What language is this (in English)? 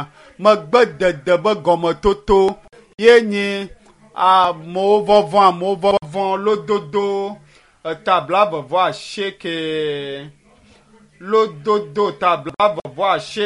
Ewe